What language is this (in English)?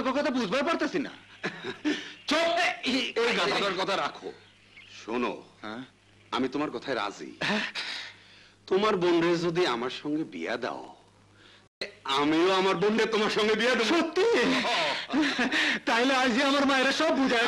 Bangla